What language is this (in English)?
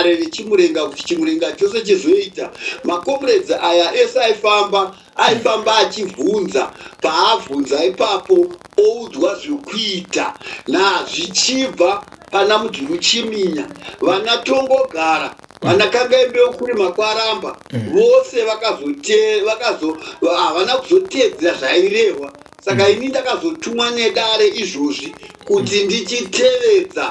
Shona